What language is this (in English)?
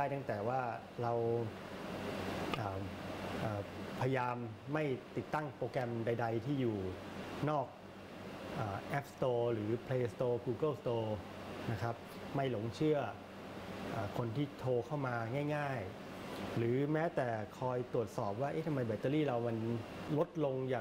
Thai